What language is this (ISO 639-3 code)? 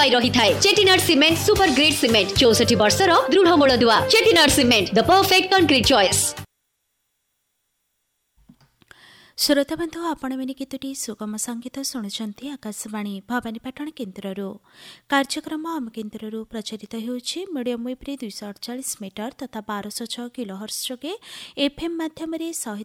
ori